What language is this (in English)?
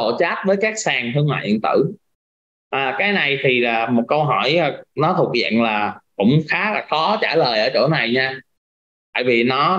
Vietnamese